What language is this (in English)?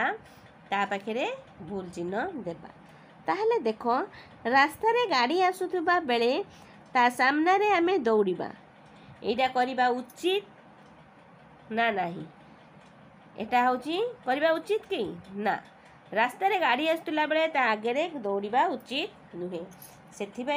Odia